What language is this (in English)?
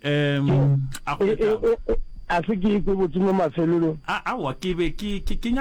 Northern Sotho